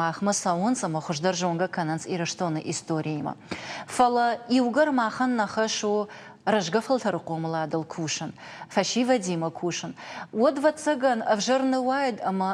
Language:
Ossetic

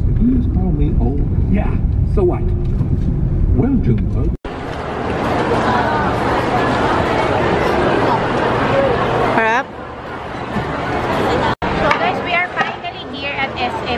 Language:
Filipino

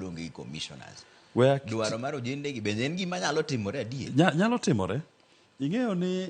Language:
Luo (Kenya and Tanzania)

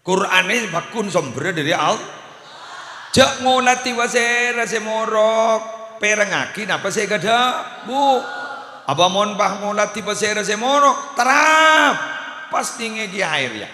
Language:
Madurese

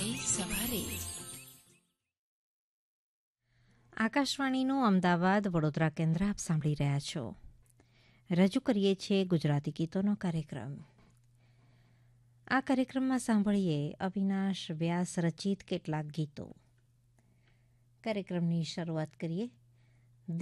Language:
Gujarati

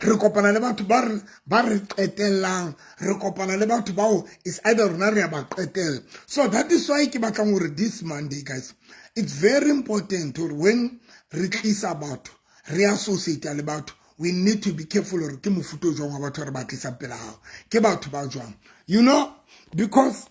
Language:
Southern Sotho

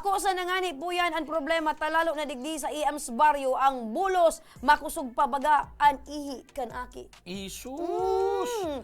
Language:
Bikol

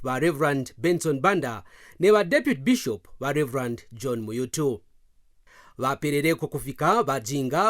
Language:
Kaonde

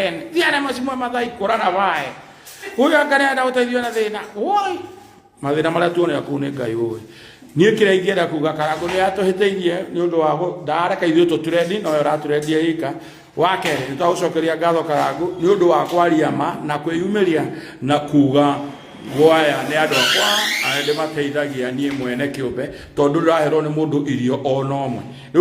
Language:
Kikuyu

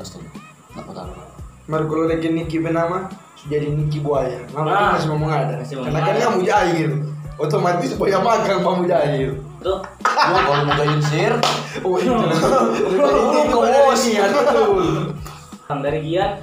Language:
Manado Malay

